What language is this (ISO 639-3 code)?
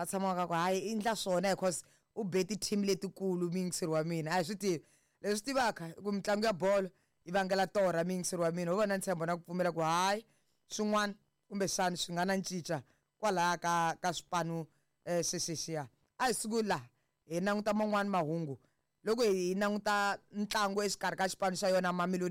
tso